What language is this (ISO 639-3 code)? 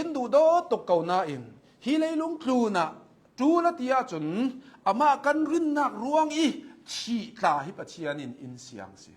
cnh